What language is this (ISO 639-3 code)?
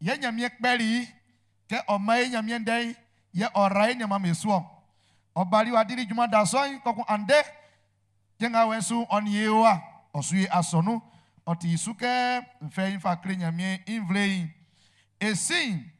bci